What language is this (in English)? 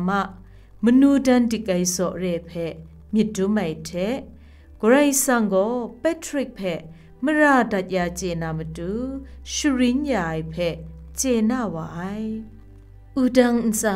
Kachin